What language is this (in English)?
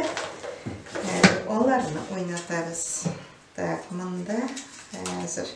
Tatar